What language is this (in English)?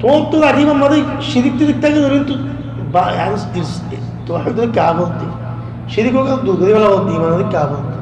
Rohingya